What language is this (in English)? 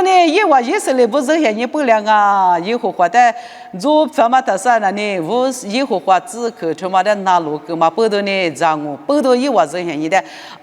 Lisu